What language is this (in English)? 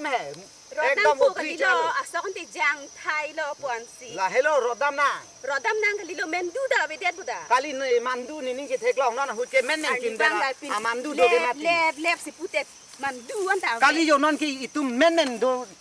Karbi